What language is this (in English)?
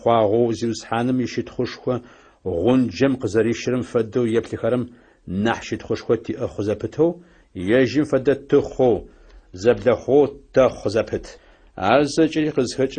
Adyghe